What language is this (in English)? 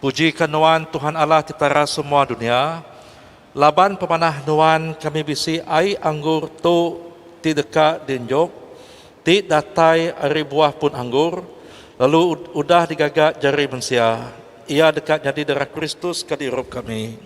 Iban